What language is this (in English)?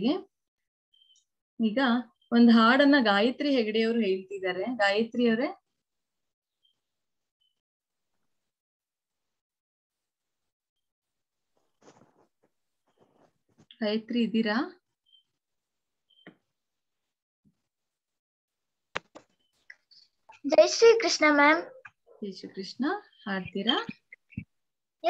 Kannada